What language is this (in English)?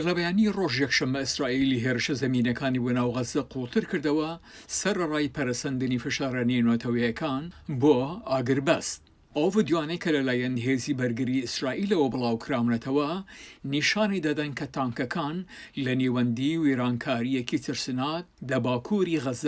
Central Kurdish